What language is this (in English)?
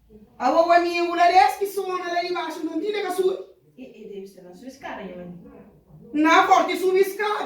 Kabuverdianu